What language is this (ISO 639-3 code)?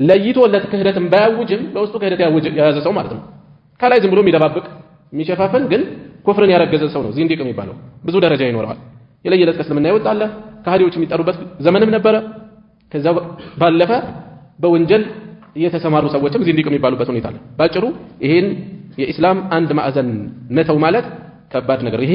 amh